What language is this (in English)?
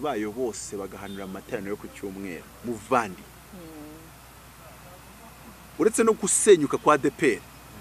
Kinyarwanda